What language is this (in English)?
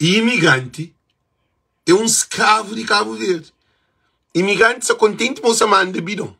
Kabuverdianu